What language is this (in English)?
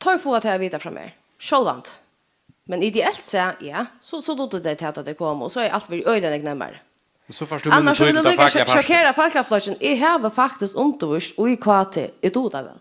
Faroese